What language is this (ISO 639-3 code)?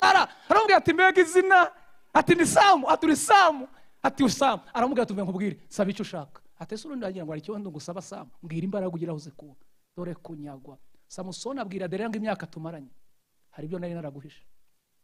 kin